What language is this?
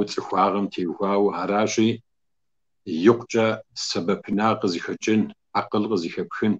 Kabardian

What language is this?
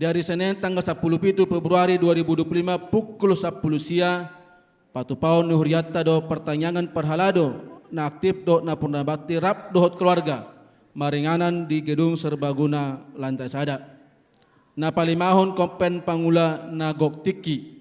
Batak Toba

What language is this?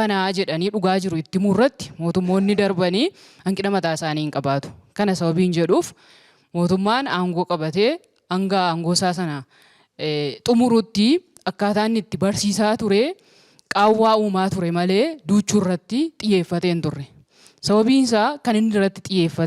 Oromo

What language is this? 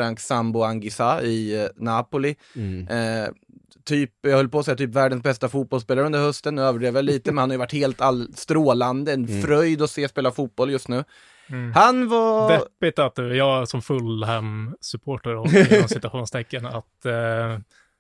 Swedish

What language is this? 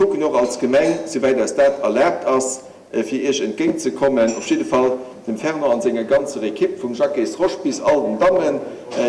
Luxembourgish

